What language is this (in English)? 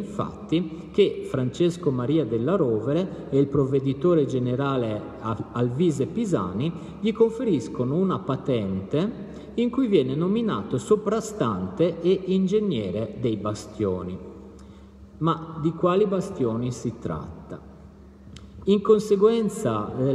Italian